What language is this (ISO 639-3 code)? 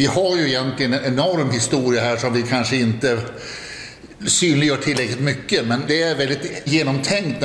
swe